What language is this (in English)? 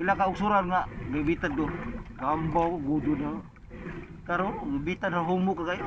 Cebuano